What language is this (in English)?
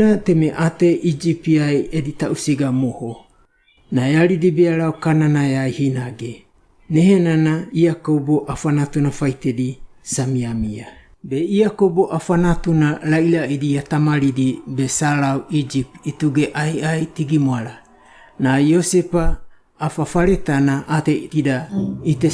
Wagawaga